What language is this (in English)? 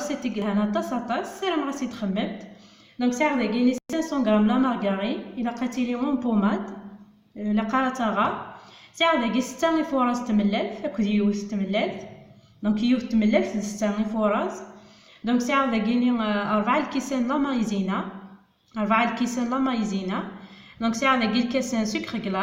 Kabyle